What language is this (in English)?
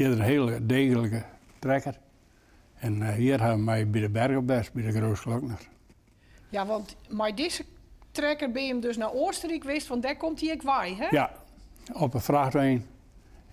Western Frisian